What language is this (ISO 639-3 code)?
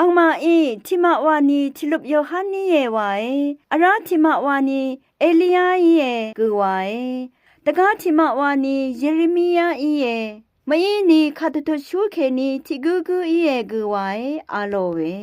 raw